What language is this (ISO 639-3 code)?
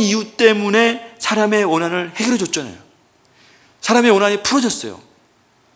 kor